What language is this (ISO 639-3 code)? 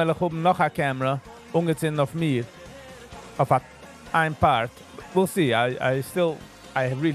yid